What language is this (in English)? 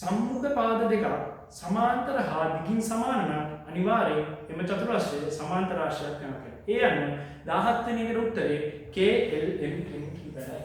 Sinhala